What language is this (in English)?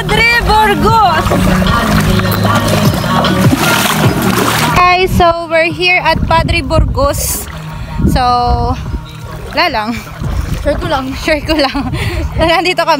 Filipino